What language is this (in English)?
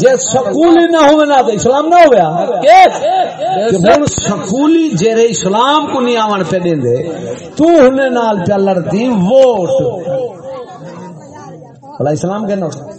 Saraiki